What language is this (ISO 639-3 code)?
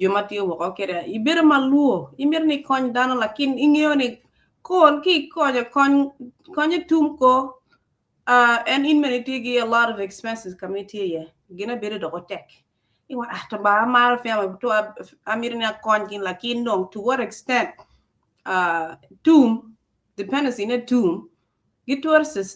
ach